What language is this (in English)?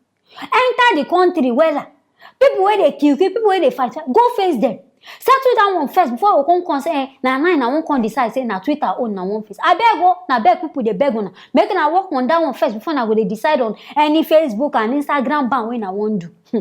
Nigerian Pidgin